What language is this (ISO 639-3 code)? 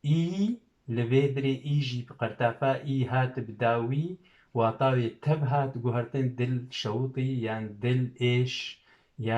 kur